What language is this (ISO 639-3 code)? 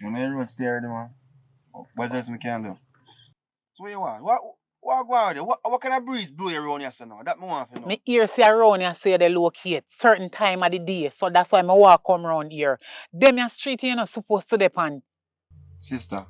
jam